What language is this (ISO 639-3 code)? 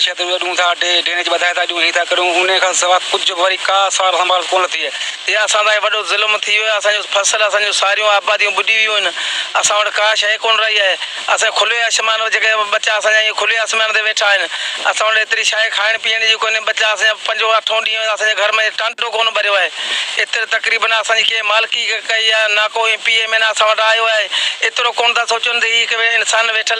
snd